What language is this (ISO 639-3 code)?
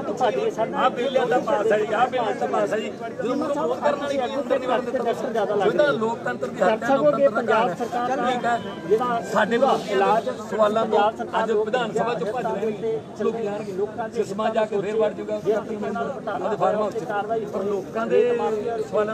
pan